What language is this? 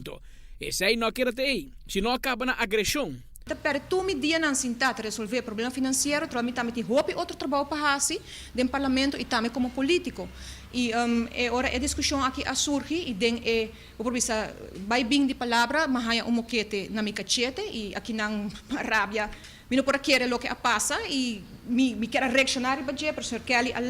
Papiamento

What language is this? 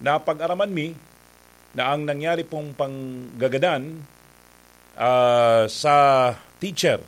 Bikol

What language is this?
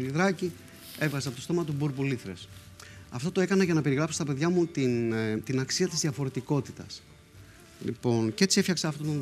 Greek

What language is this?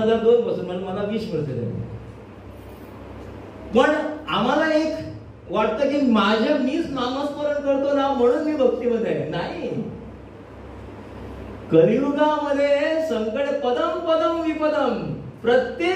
Marathi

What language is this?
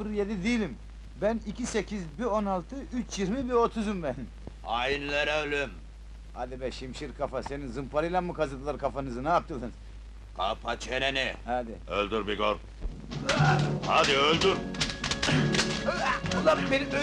Turkish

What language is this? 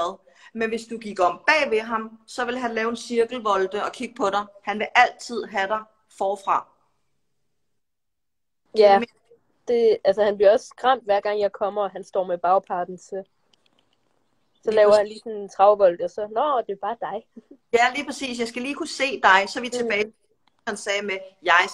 Danish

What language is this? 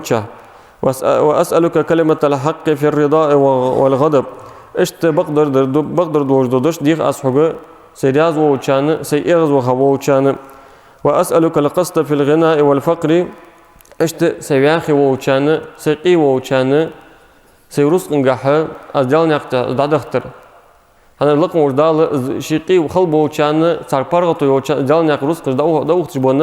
Ingush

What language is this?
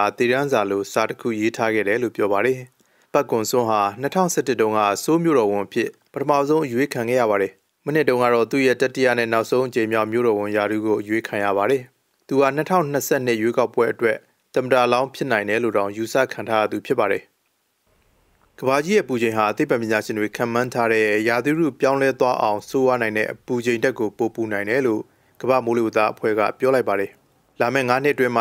Burmese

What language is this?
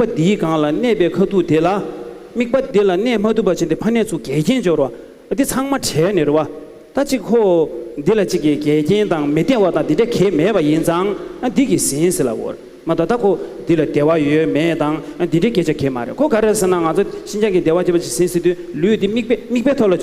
Tibetan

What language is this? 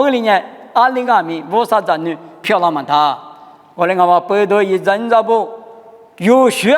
Lisu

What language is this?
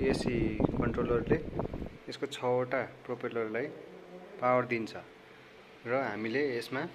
Nepali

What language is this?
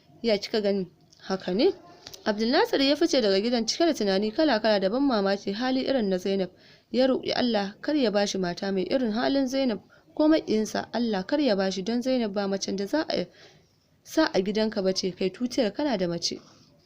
Hausa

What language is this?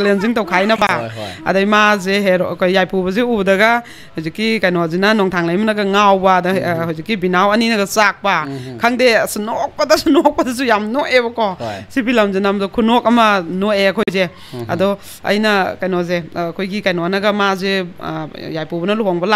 Manipuri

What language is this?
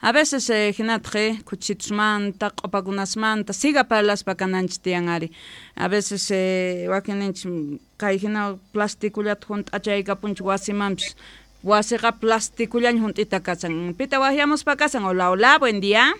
South Bolivian Quechua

